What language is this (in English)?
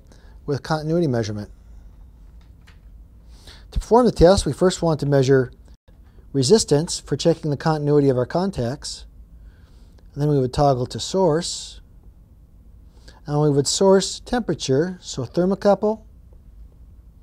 English